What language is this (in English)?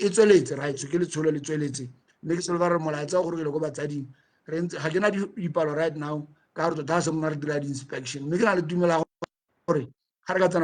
Tswana